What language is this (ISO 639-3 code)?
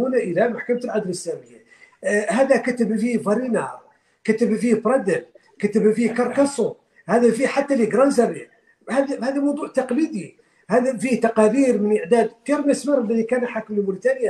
ara